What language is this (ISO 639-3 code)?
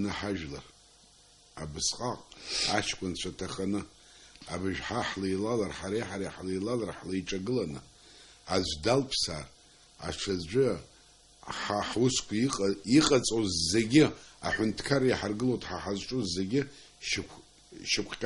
abk